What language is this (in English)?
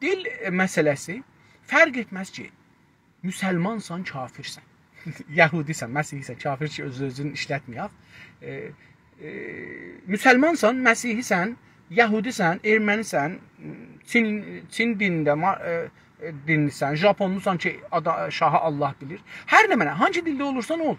South Azerbaijani